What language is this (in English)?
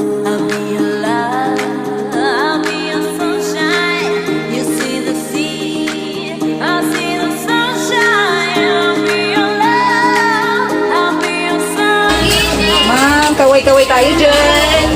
Waray